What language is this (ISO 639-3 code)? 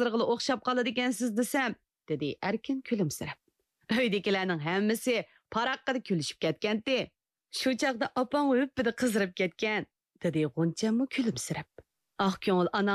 uig